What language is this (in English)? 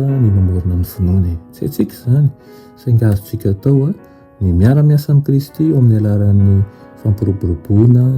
Malagasy